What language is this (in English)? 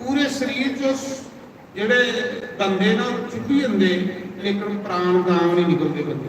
Dogri